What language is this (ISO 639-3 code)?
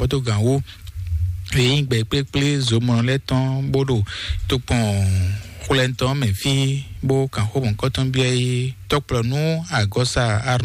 fon